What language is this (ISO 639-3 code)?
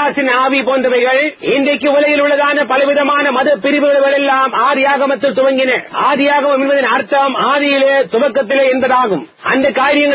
tam